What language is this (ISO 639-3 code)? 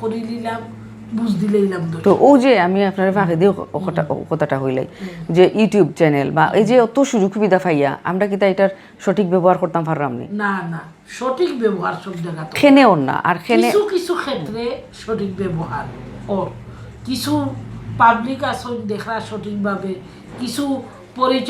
syl